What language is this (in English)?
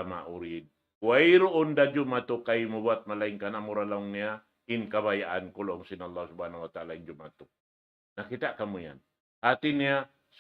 Tausug